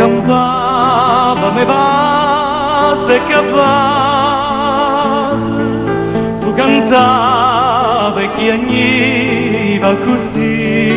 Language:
Neapolitan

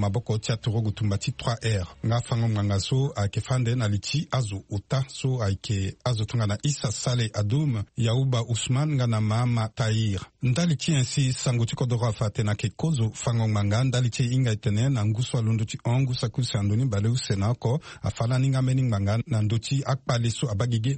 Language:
Sango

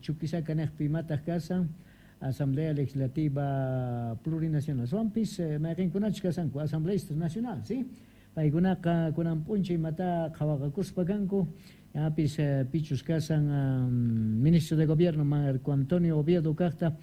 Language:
Quechua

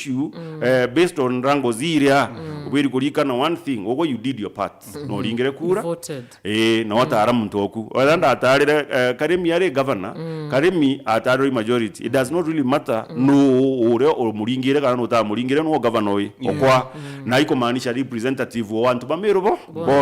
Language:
Meru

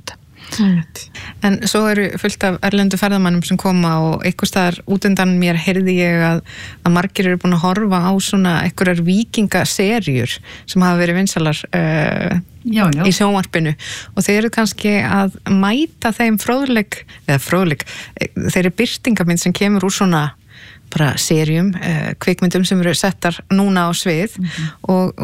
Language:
Icelandic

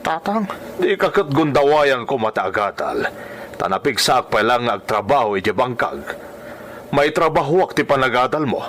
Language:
Iloko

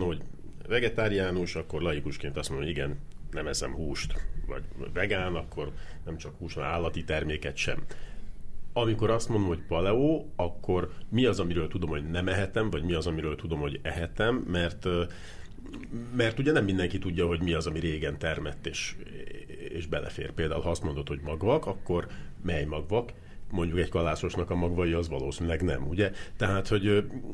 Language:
Hungarian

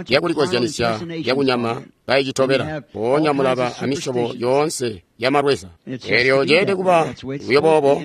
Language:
Tonga (Zambia)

